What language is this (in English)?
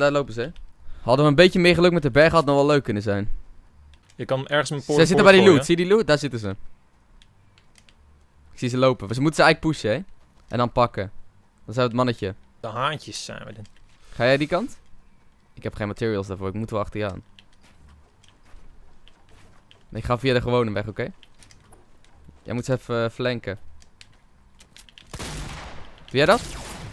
Dutch